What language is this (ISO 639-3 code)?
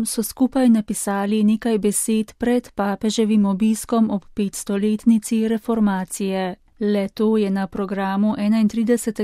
slv